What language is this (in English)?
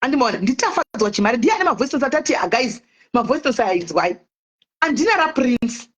Shona